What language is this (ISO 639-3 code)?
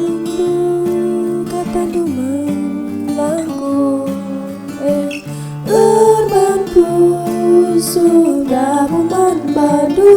btx